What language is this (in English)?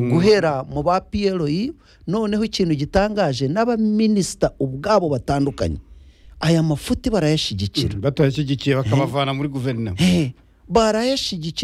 Kinyarwanda